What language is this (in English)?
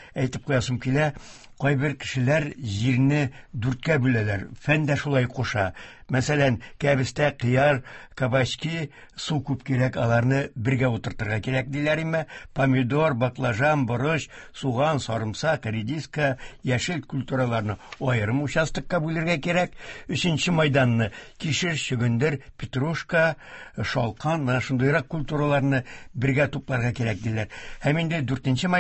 Tatar